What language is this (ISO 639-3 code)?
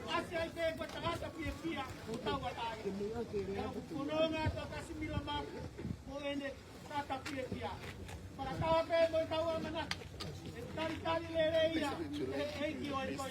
ton